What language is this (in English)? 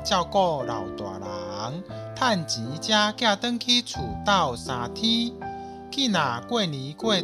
Min Nan Chinese